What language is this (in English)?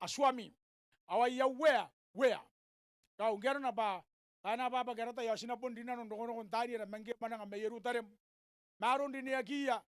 Gilbertese